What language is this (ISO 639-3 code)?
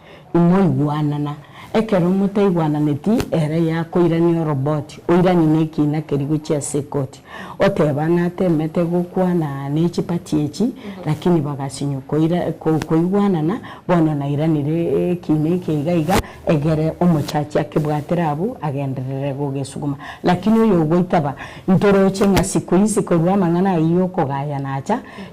guz